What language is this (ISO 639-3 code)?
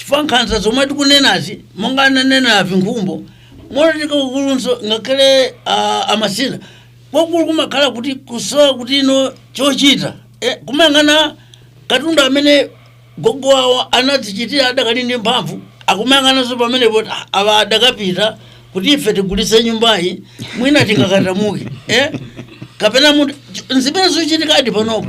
nya